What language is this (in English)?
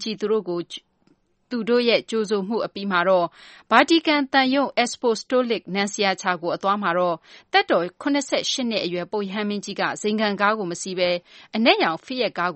Burmese